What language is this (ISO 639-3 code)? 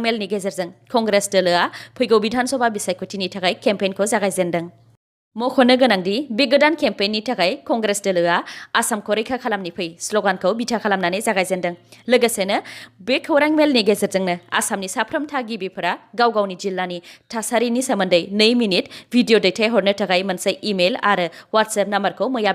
brx